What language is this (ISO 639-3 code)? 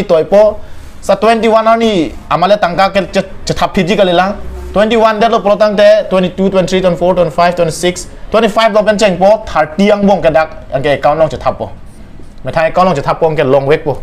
mjw